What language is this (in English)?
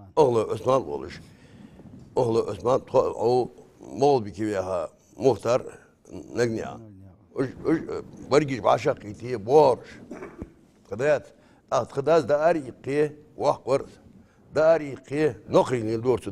Ingush